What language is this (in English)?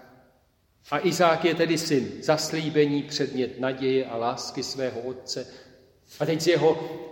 Czech